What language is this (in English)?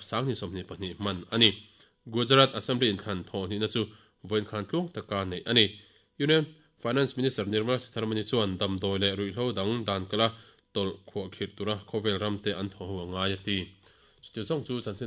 Mizo